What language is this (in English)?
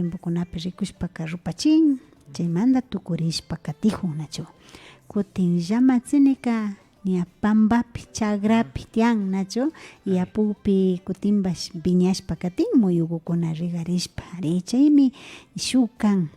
Imbabura Highland Quichua